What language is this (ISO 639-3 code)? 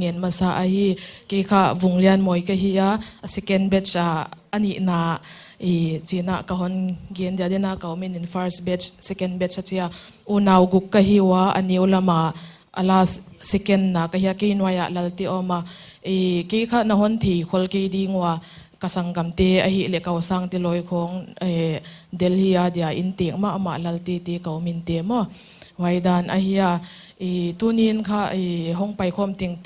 pck